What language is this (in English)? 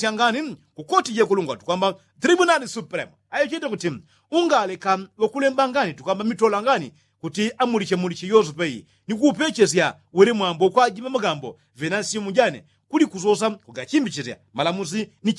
Yao